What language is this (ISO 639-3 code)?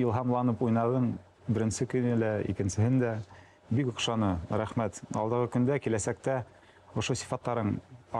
bak